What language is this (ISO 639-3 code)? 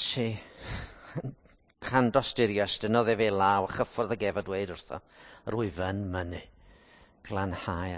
cym